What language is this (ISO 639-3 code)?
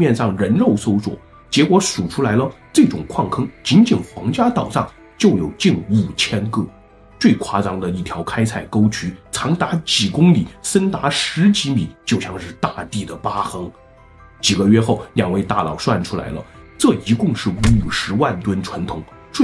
zho